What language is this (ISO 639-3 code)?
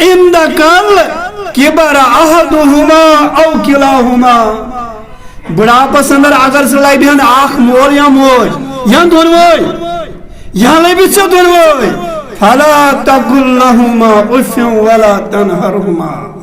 kas